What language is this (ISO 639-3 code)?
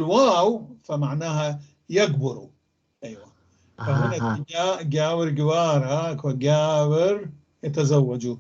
apc